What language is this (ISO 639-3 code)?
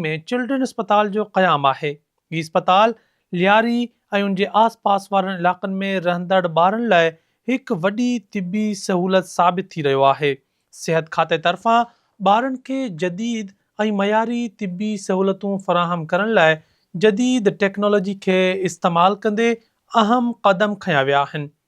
snd